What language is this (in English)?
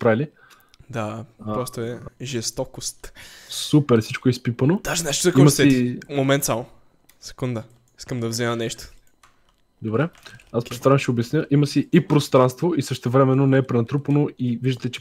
Bulgarian